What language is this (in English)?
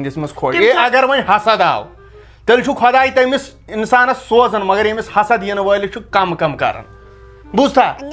Kashmiri